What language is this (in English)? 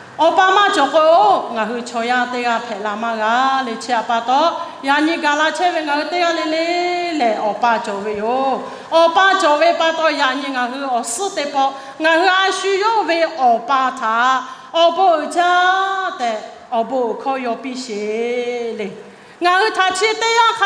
Lahu